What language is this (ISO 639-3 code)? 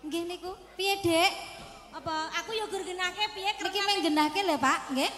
jav